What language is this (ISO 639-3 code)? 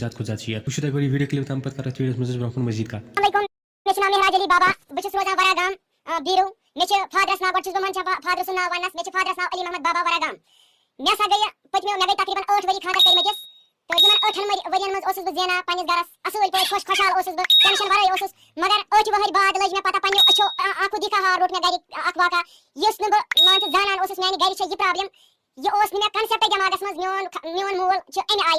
kas